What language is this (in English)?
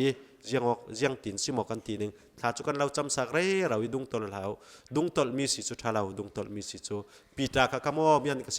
Falam Chin